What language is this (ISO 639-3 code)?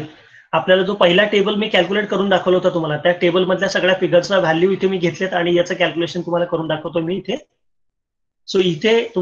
mar